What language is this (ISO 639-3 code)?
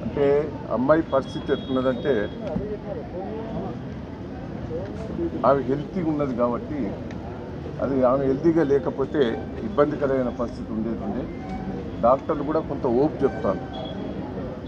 tel